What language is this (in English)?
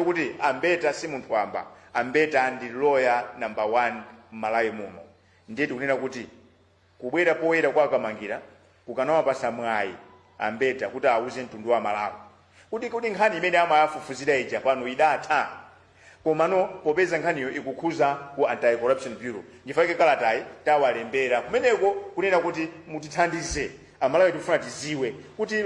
Nyanja